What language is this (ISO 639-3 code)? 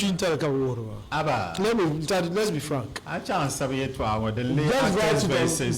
dag